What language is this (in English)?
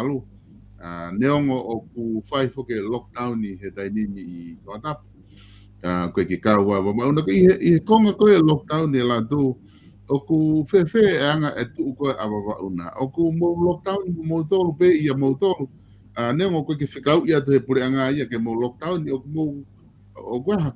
Tongan